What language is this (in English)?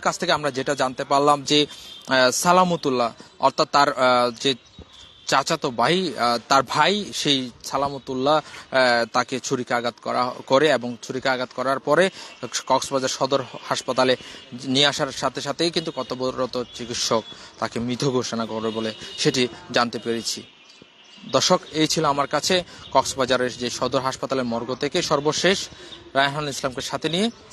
Bangla